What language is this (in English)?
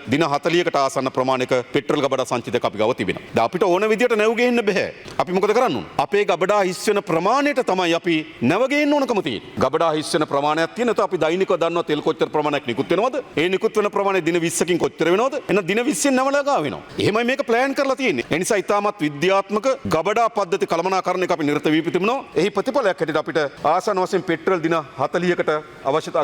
Sinhala